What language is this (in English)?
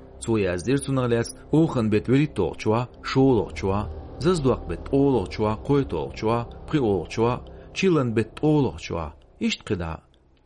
Chechen